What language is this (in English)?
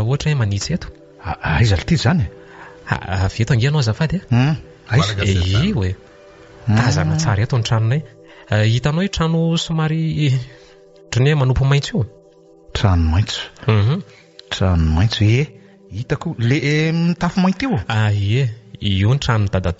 Malagasy